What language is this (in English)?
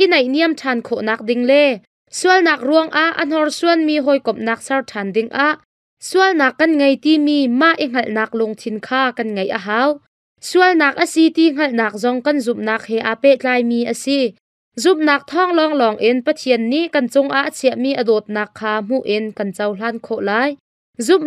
Hakha Chin